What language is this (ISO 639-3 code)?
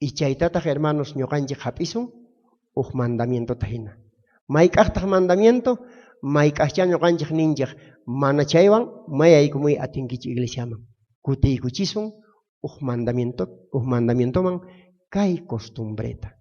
quh